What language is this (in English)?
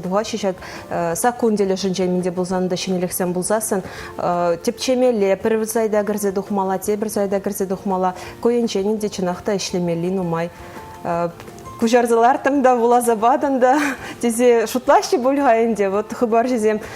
Chuvash